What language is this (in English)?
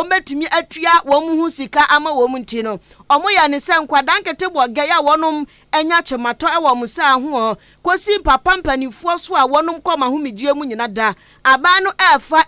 Akan